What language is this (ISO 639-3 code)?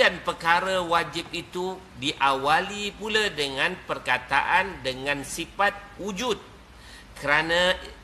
msa